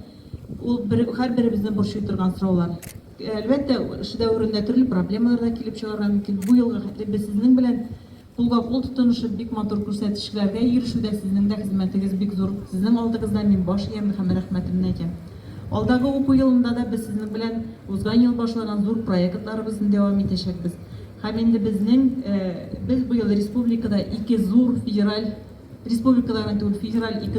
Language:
Tatar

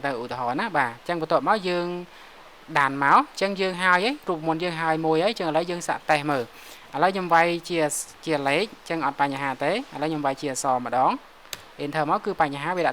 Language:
Khmer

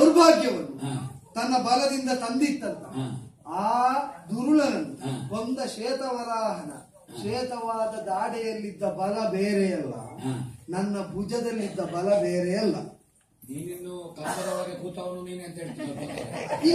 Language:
Kannada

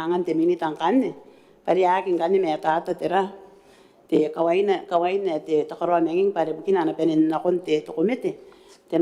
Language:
Gilbertese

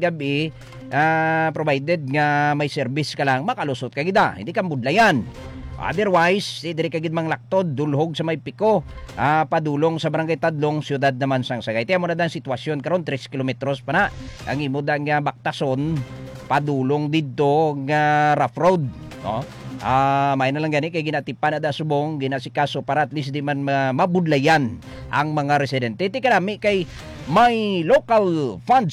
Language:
Hiligaynon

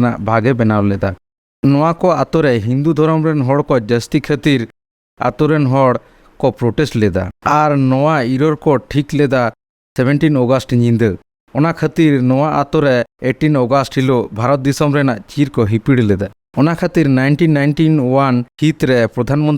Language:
Santali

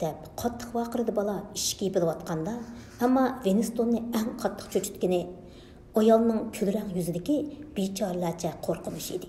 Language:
Uyghur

